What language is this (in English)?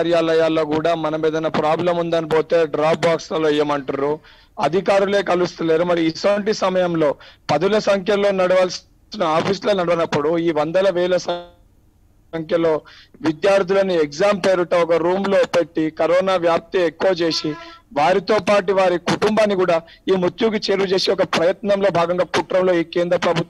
Telugu